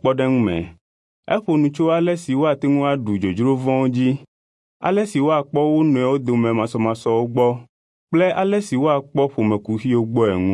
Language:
Ewe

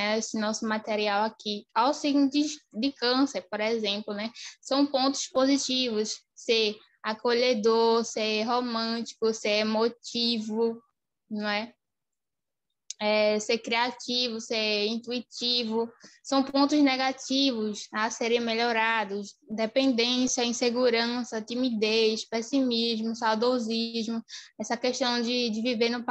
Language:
Portuguese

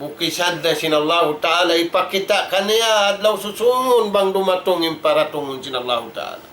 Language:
Tausug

